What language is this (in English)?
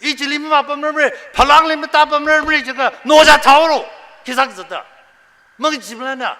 Tangkhul Naga (India)